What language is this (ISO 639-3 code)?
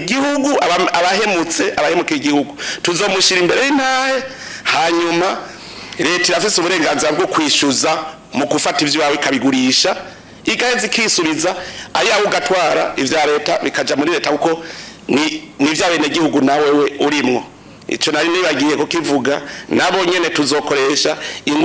run